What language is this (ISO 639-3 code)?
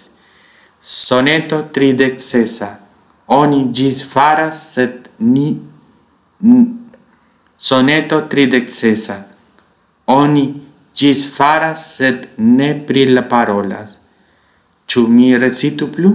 epo